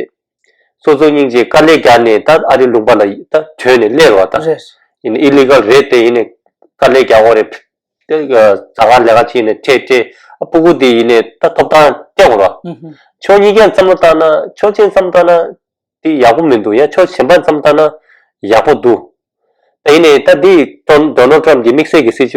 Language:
Tibetan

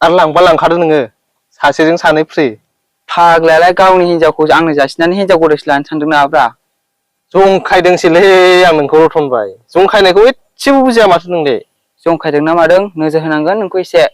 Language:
Bodo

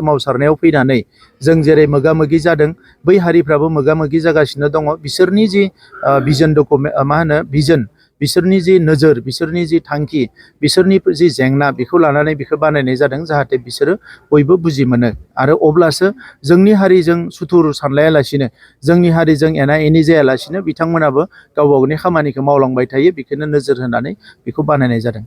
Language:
Bodo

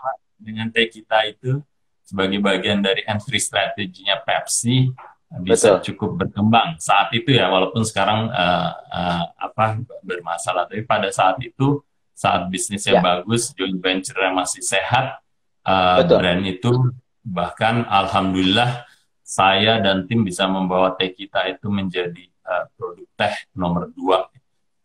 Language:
Indonesian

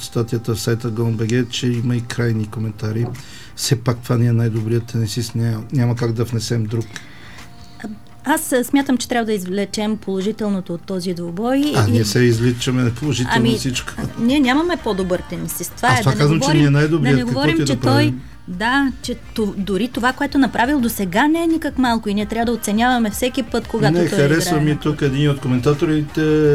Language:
Bulgarian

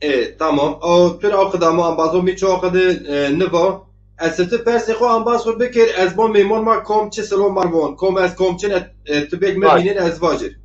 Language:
Zaza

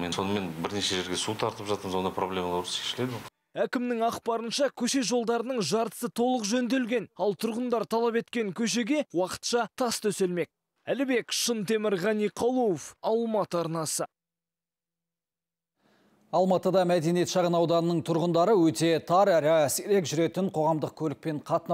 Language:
Kazakh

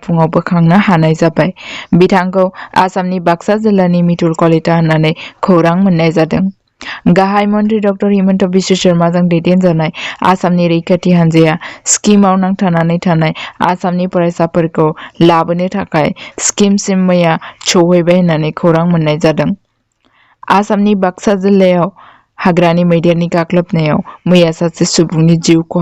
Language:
Bodo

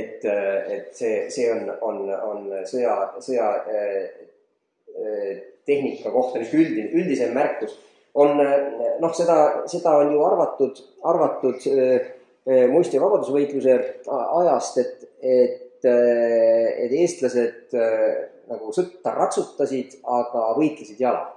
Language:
Estonian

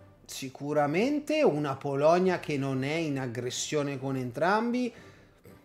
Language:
Italian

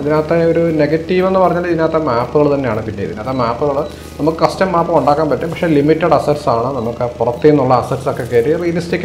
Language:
Malayalam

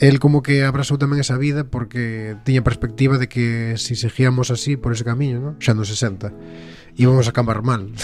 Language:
Galician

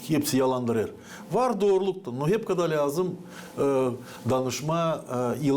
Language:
Gagauz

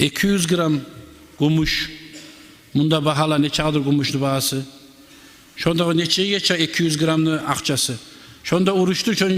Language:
Kumyk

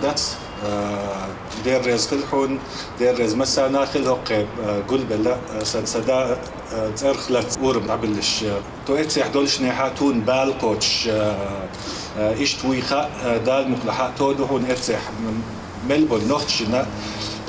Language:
Chechen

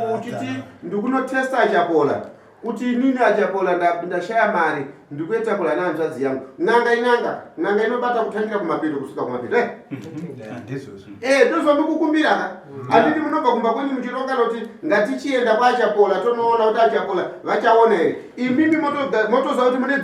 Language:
Shona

